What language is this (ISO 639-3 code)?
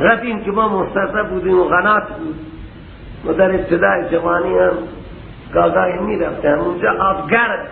fas